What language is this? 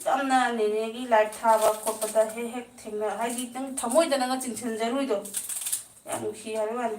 Manipuri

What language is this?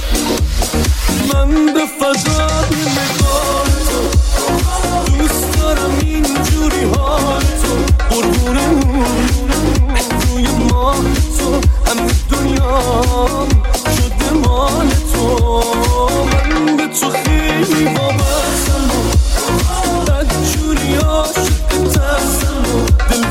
Persian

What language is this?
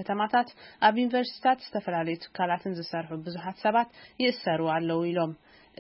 Tigrinya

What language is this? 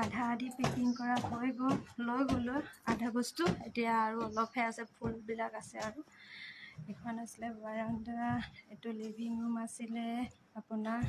Assamese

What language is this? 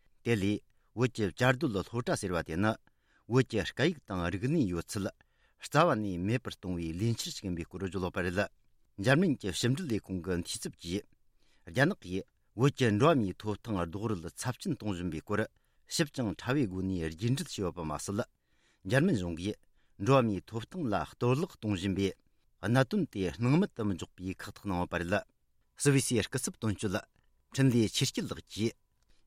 Tibetan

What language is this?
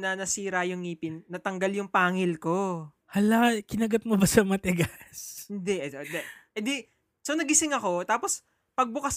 Filipino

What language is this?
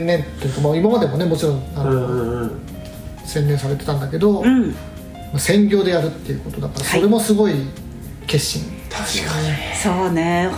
Japanese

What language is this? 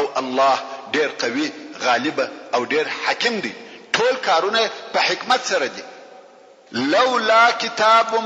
Pashto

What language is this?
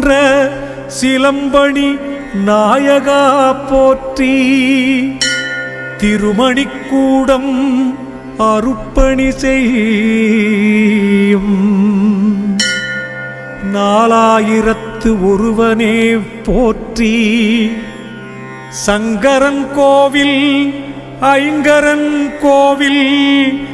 Tamil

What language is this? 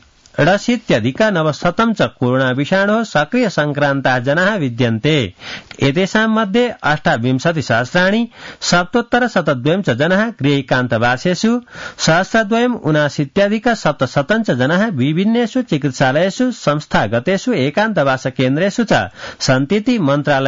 Sanskrit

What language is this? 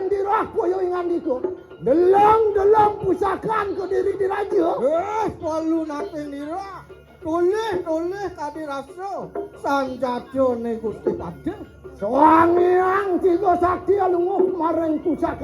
Balinese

